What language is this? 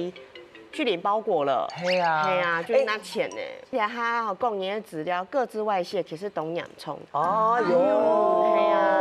Hakka Chinese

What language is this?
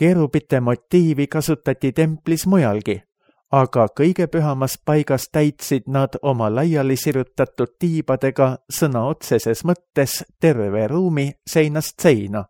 Estonian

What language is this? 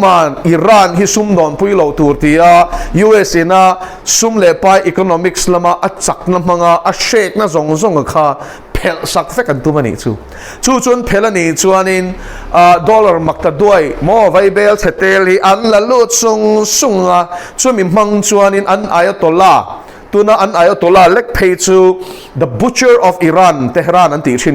Mizo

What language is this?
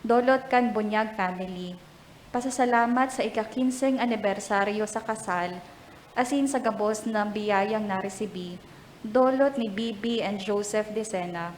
Bikol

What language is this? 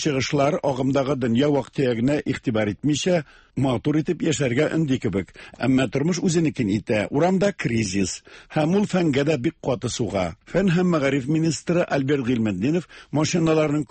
Tatar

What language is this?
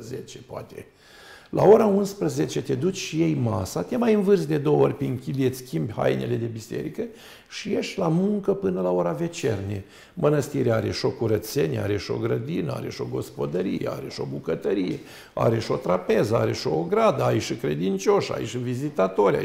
Romanian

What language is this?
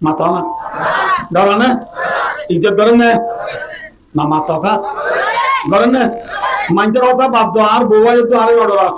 Rohingya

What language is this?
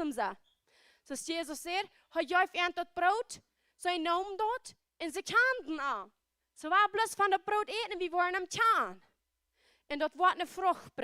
Plautdietsch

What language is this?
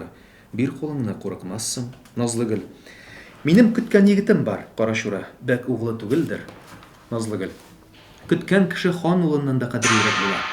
Tatar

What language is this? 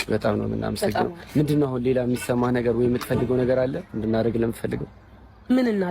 Amharic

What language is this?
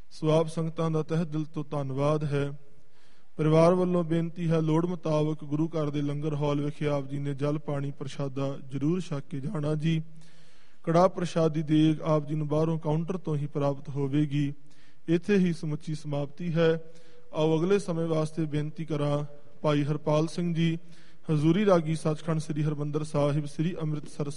Punjabi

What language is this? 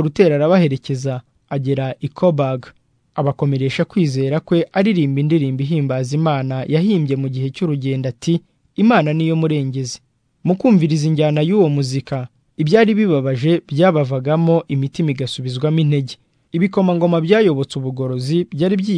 Kinyarwanda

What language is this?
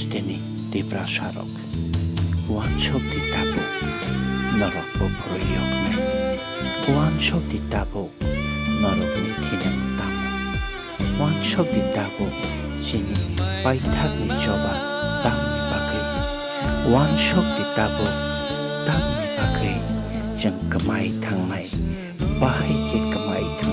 Kok Borok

